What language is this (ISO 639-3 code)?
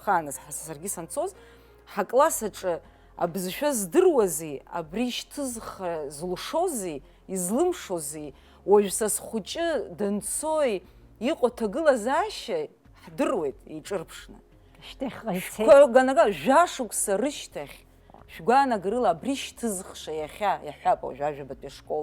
abk